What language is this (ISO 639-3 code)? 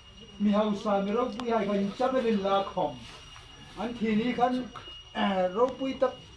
hmr